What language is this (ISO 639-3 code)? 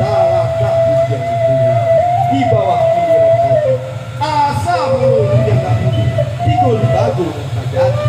min